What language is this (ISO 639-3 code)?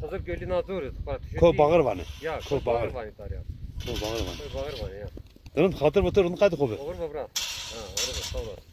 zza